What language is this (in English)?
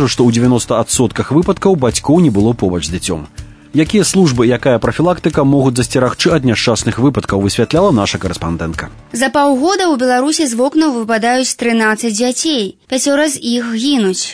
Belarusian